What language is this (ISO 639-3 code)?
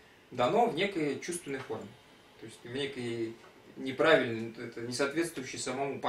rus